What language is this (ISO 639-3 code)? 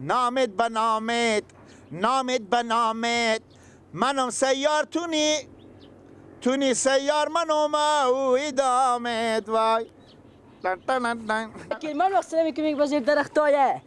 fas